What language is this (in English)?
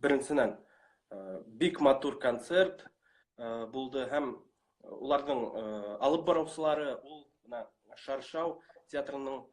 Bashkir